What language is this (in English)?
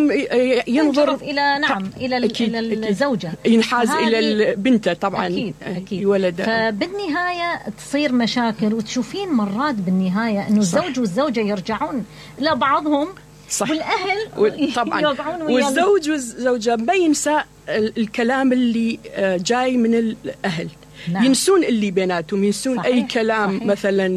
Mesopotamian Arabic